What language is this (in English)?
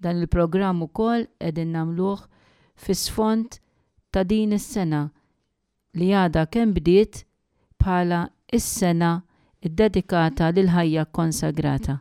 Maltese